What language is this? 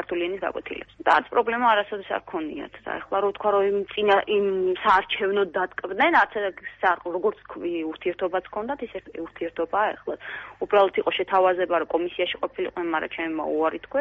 Georgian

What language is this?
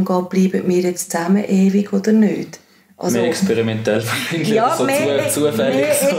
Swiss German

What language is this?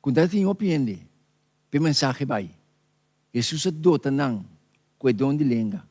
Papiamento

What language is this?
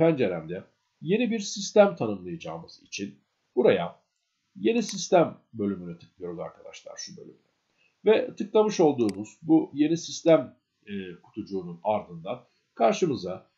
Turkish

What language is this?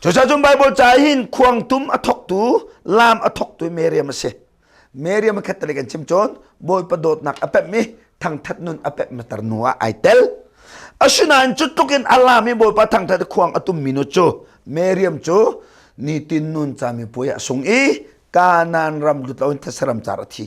Hakha Chin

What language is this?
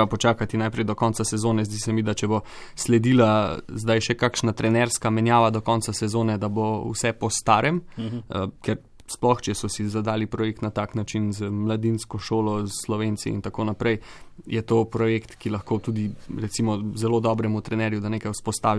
Slovenian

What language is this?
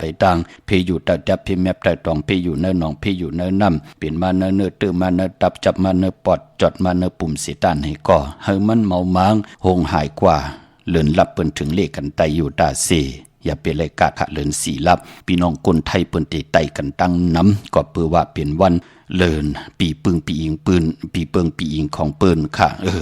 Shan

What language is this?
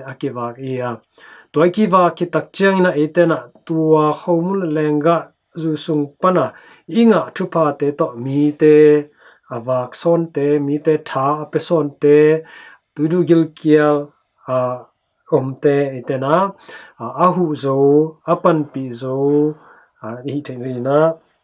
Tedim Chin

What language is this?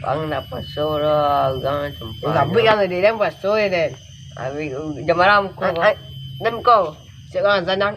Minangkabau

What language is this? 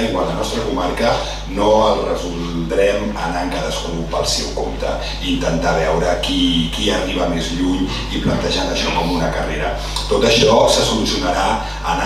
Catalan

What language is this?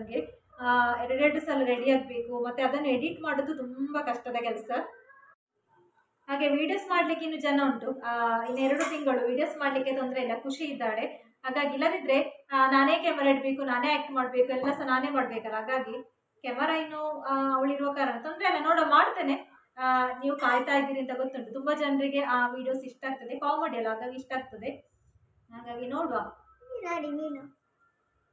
Kannada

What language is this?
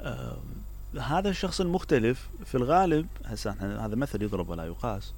Mesopotamian Arabic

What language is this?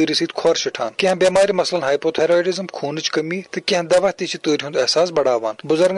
Kashmiri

